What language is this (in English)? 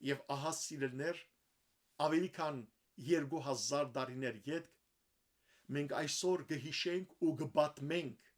Western Armenian